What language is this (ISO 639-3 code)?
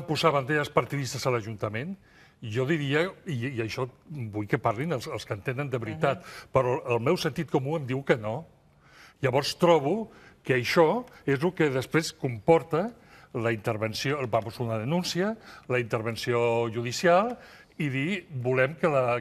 cat